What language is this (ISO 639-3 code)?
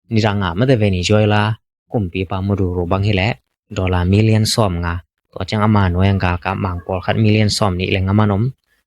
ctd